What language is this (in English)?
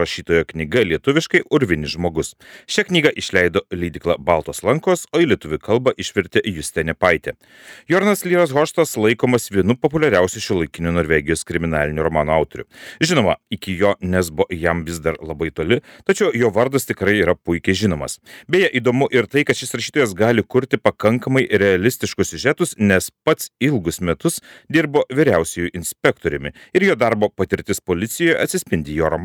Lithuanian